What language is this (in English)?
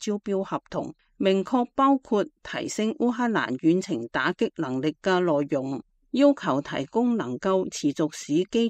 Cantonese